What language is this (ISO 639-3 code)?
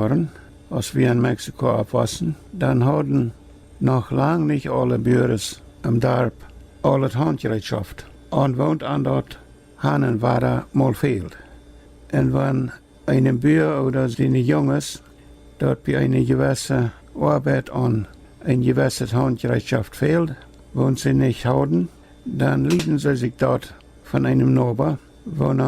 pdt